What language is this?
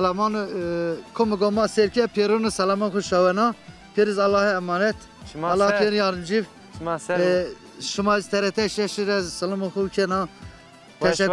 Zaza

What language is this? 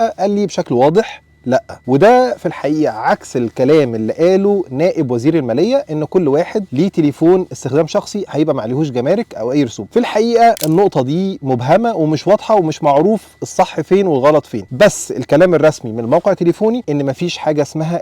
Egyptian Arabic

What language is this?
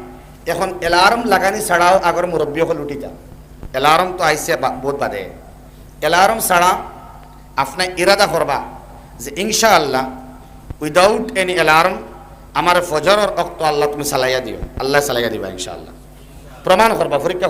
Sylheti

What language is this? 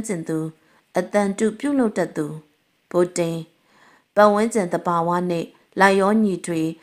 Burmese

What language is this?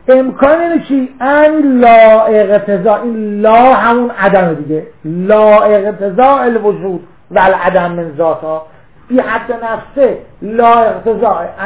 Persian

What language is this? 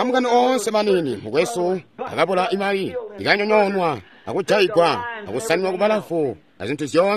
Tonga (Zambia)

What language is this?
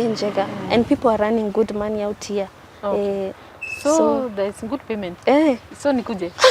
Meru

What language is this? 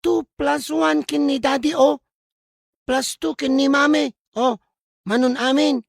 Iloko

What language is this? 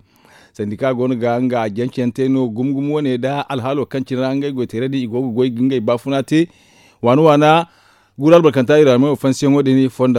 Zarma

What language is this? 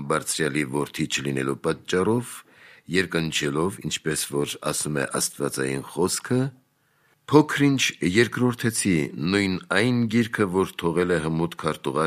Armenian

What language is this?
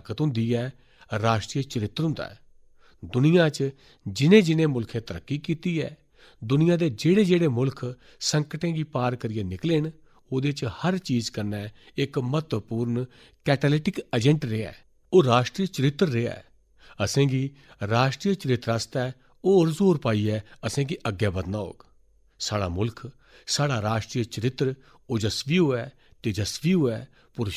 Dogri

